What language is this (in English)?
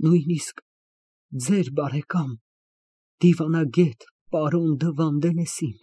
Armenian